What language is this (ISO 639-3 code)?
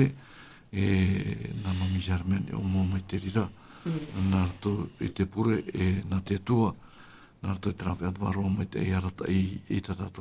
tah